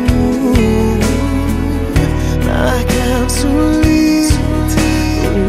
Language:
Indonesian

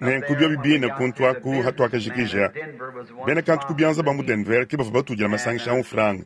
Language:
Luba-Lulua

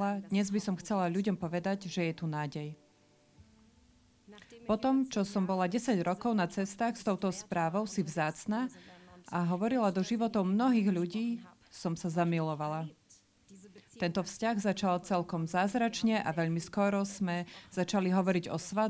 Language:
Slovak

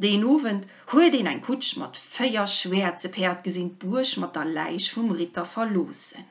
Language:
Luxembourgish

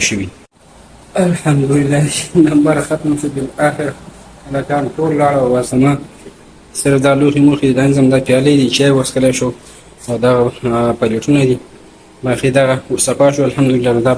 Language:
Pashto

